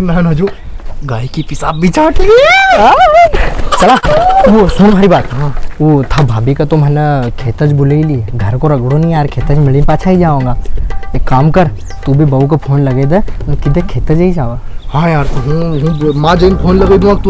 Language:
Rajasthani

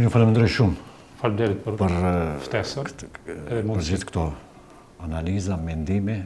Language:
Albanian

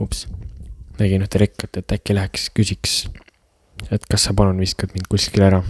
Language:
Estonian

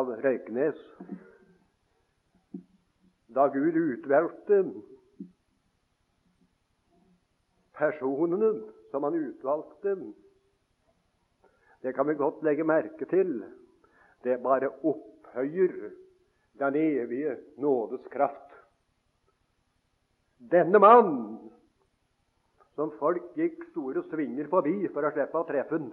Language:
Norwegian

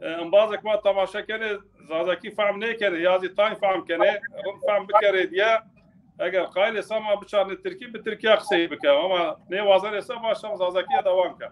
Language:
Zaza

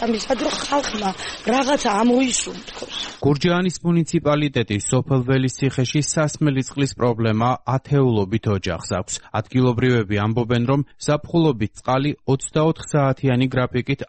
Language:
Georgian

